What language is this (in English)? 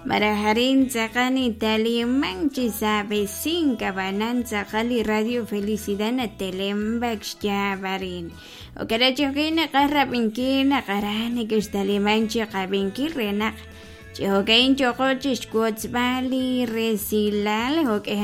Kekchí